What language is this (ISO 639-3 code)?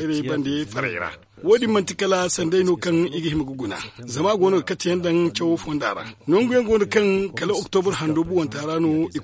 dje